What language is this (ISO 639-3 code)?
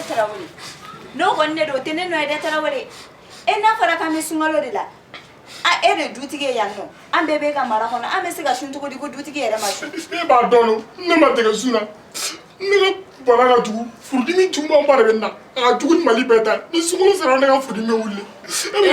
bam